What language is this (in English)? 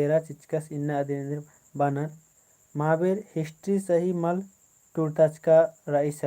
Kurukh